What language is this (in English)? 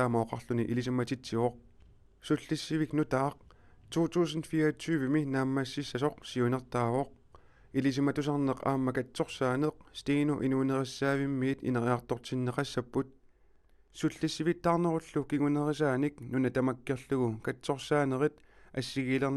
Kalaallisut